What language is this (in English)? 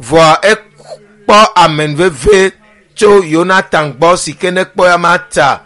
Ewe